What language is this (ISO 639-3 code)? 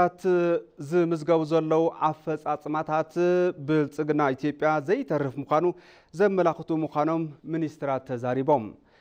tir